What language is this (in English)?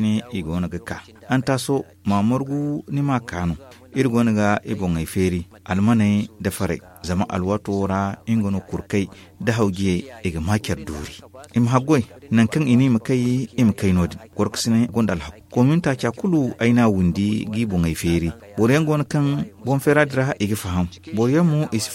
Zarma